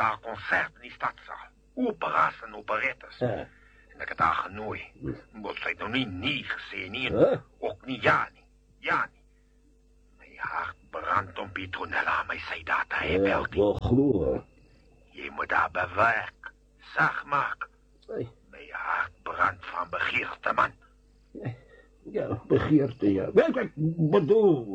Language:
Afrikaans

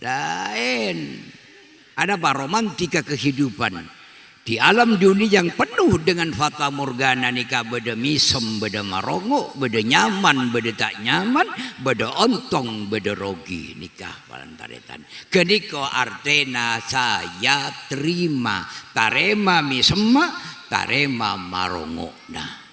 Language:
Madurese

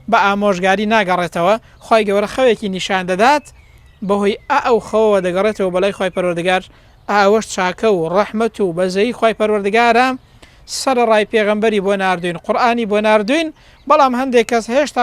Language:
Central Kurdish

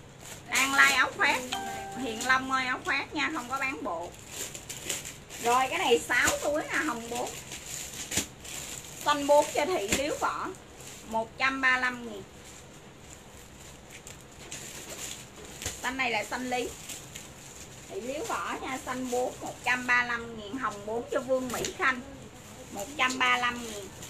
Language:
Vietnamese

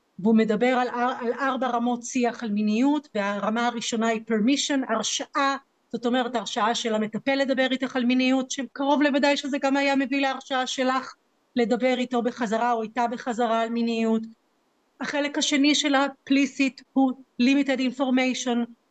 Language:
Hebrew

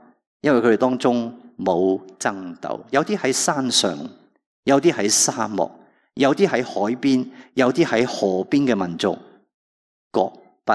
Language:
Cantonese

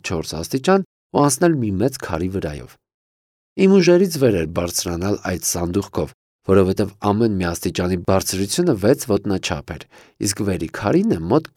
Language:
Armenian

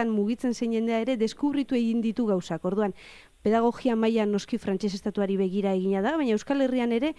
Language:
Basque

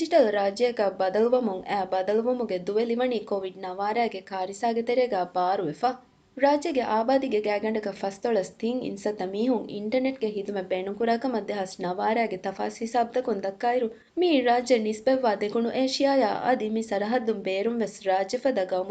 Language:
Divehi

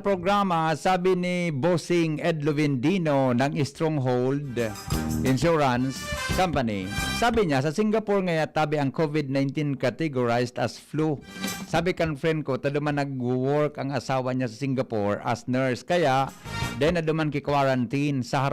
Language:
Bikol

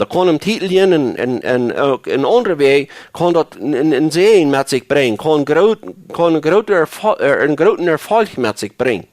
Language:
Plautdietsch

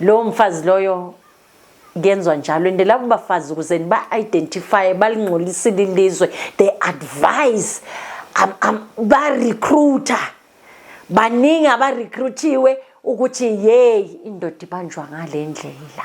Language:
Zulu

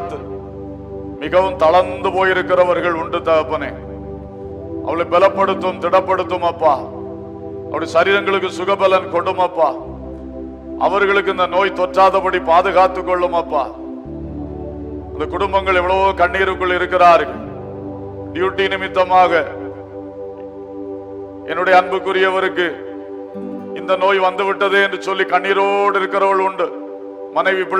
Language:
Tamil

